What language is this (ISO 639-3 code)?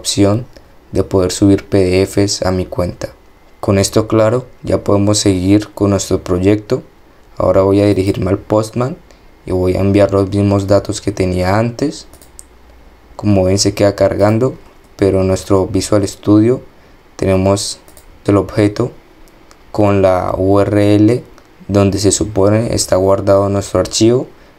spa